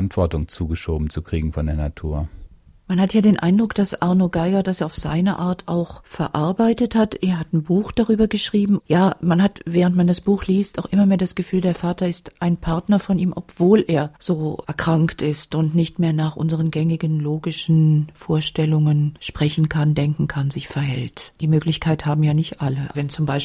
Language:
German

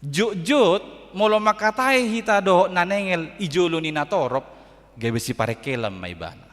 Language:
Batak Toba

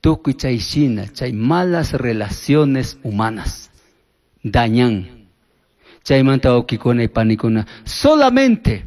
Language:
Chimborazo Highland Quichua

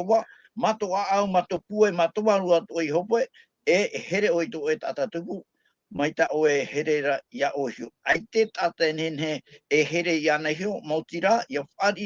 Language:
Tahitian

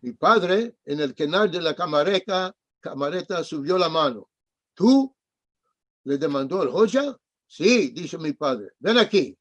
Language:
Ladino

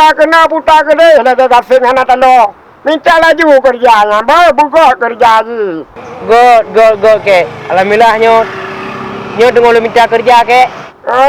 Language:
Achinese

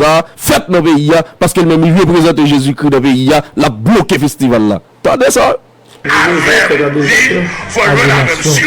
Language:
Haitian Creole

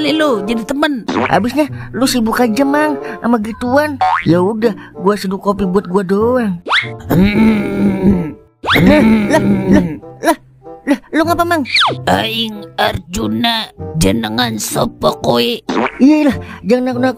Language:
Betawi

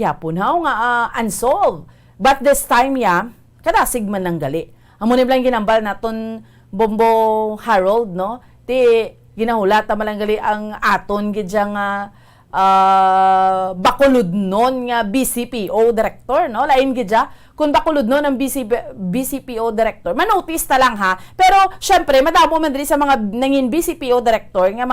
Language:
Hiligaynon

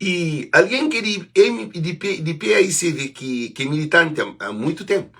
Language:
Kabuverdianu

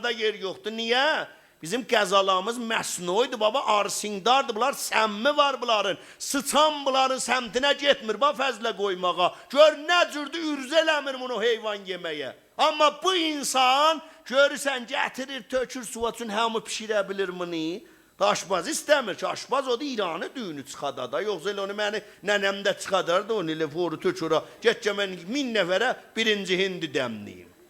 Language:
South Azerbaijani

